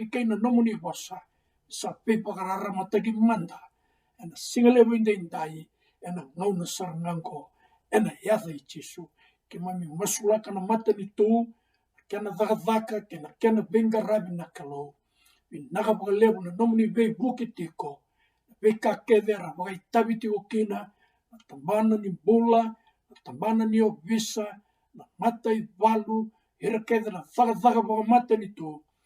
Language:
Fijian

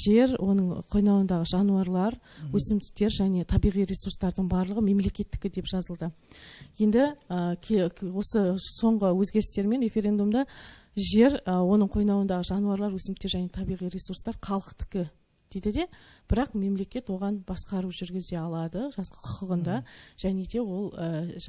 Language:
Kazakh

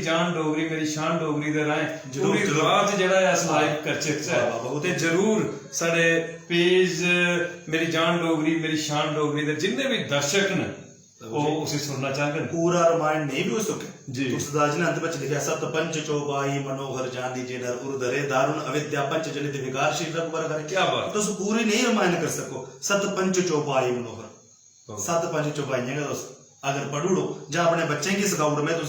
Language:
Dogri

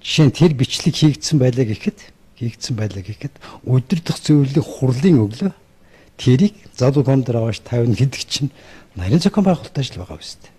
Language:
Mongolian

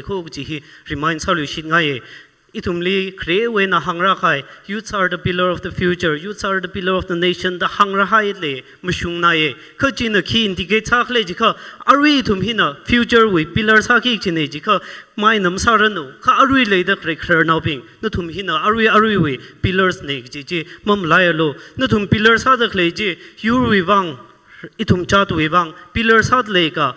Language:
Tangkhul Naga (India)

